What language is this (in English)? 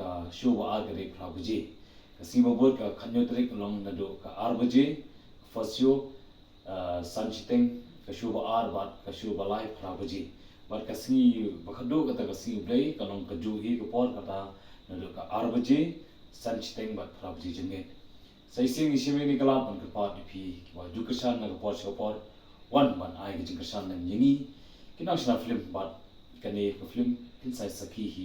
Khasi